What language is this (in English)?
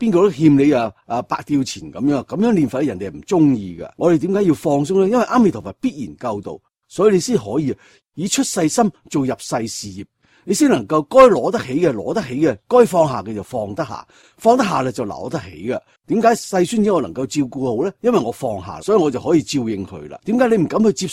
Cantonese